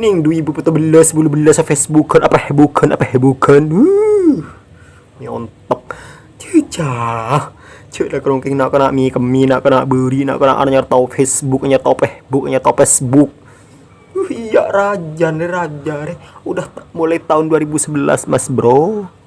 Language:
Madurese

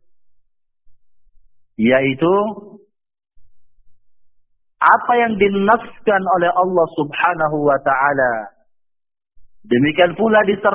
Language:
Indonesian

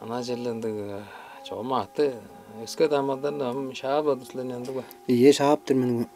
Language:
Tuvinian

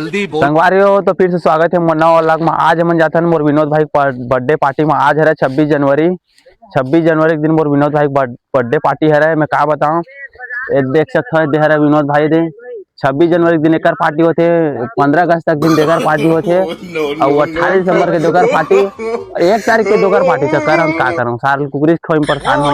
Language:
Chhattisgarhi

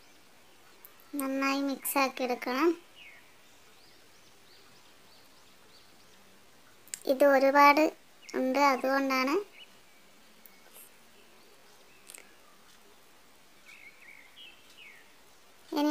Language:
Malayalam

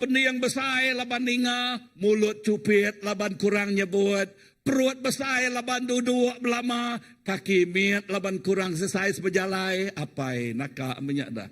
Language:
Iban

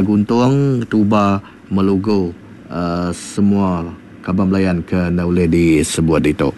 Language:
Iban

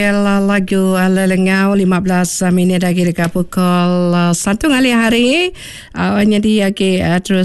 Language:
Iban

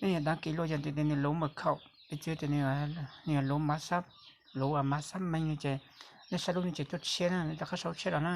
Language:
Hmong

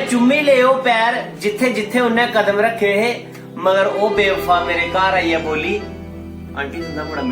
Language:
Dogri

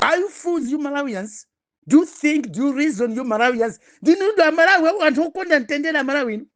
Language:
Nyanja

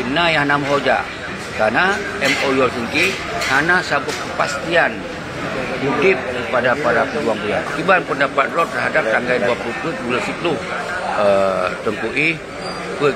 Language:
Achinese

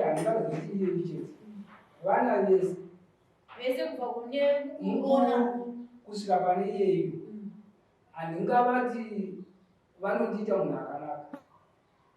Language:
Shona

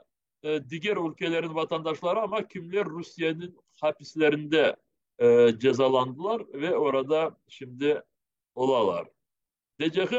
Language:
Crimean Tatar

